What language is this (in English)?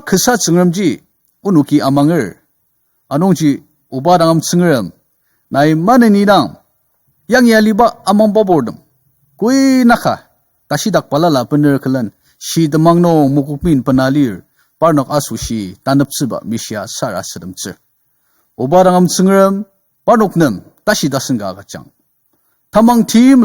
Ao Naga